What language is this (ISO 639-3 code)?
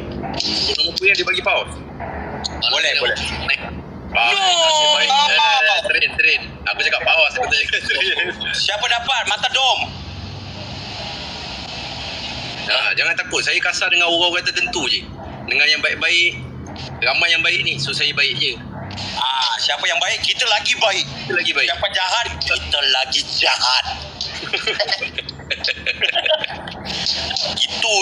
msa